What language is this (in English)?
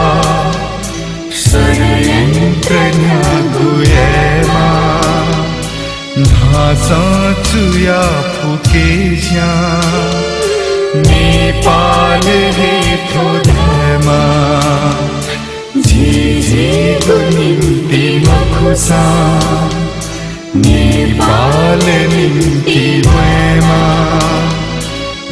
Newari